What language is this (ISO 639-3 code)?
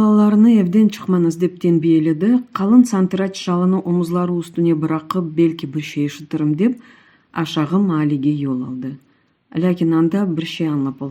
crh